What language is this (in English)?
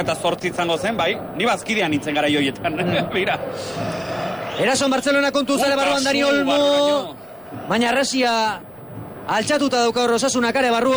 Basque